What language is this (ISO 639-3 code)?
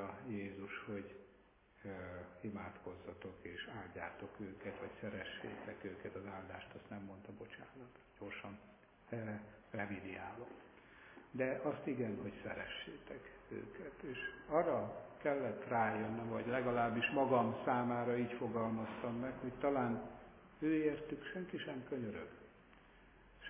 hun